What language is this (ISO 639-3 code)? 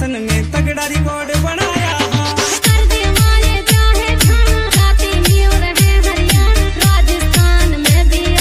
bgc